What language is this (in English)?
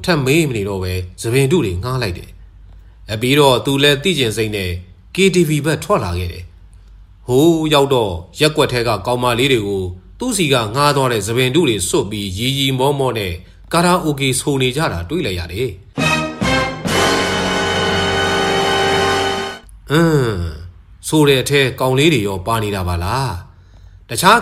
Burmese